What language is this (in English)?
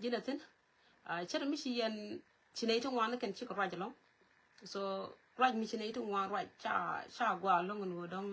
Nuer